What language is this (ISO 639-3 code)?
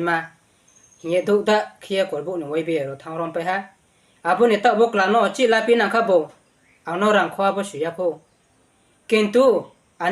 ria